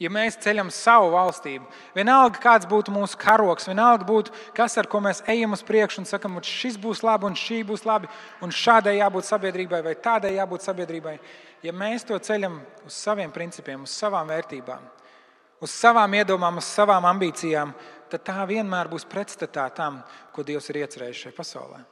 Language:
Latvian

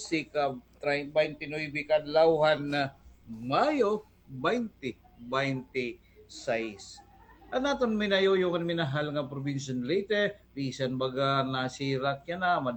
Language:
Waray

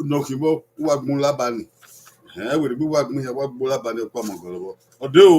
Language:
Bini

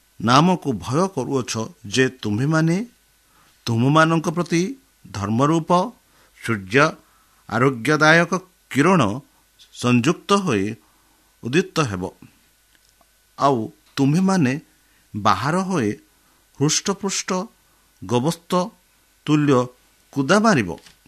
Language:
Odia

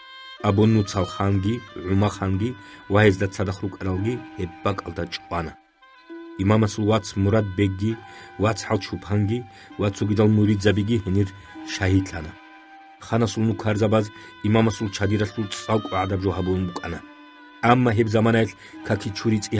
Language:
Avaric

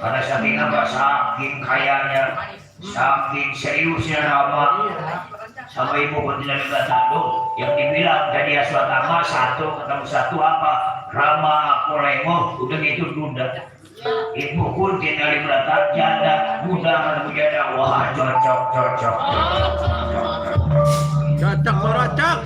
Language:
Betawi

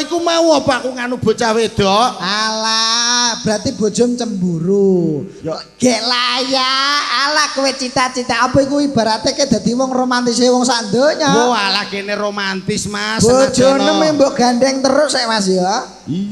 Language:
Javanese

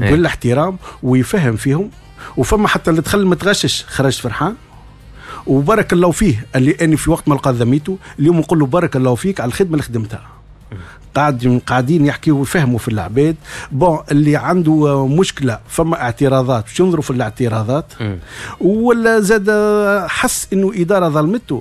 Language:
Tunisian Arabic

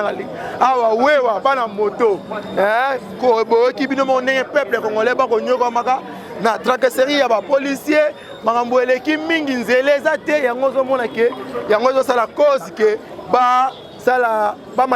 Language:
Lingala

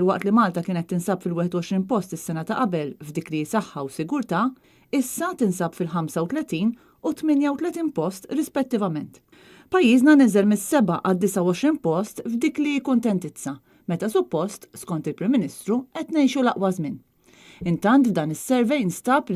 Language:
Maltese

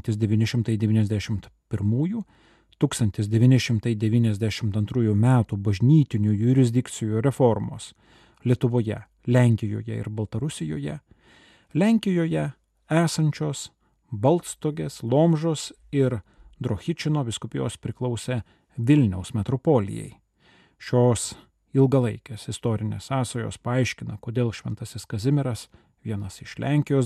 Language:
Lithuanian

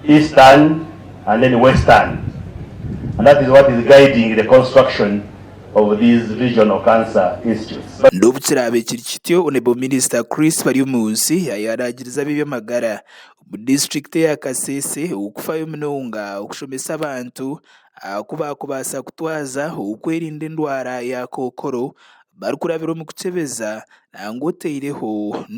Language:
Nyankole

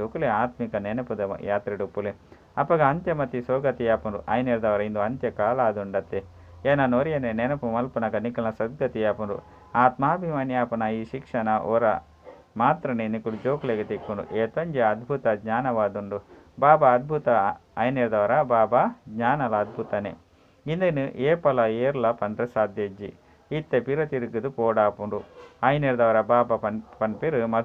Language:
Tulu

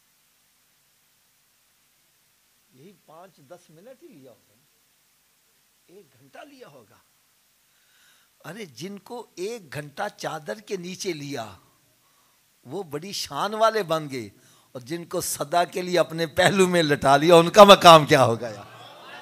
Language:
Urdu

